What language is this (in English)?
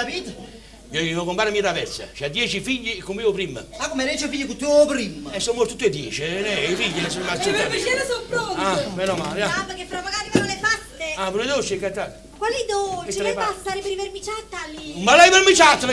Neapolitan